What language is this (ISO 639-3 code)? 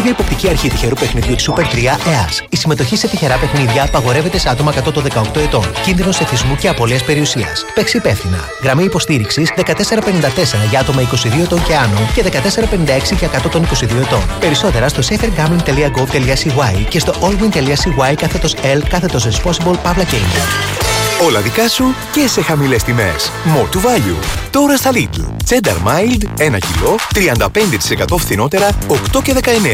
ell